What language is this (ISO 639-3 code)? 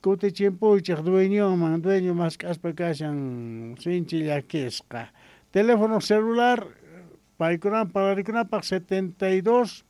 quh